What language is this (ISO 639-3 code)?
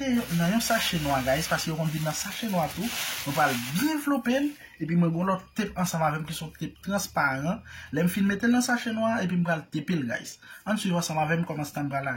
hat